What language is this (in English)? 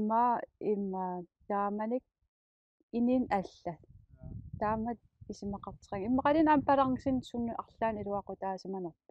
Kalaallisut